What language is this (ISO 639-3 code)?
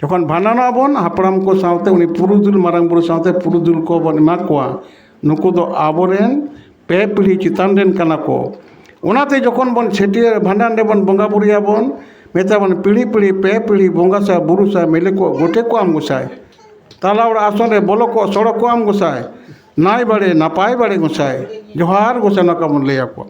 sat